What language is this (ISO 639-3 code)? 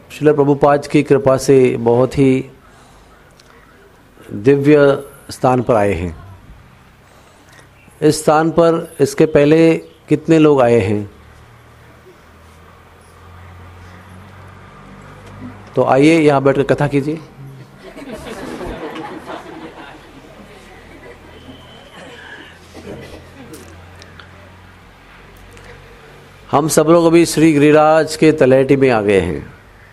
hin